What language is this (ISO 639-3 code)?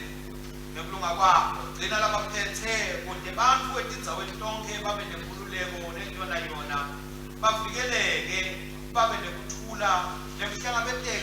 ssw